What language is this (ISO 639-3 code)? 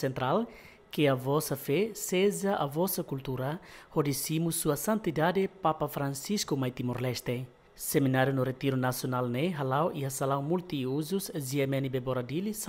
tet